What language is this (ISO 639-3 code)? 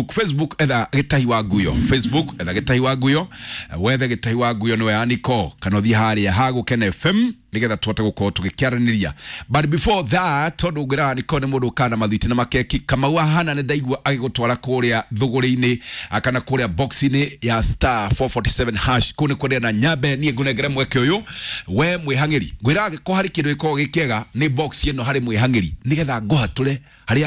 kik